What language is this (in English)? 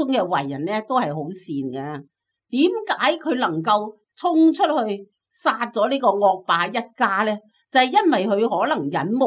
Cantonese